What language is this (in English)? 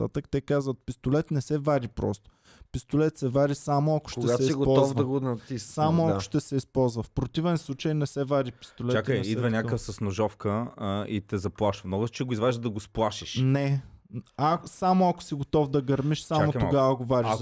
Bulgarian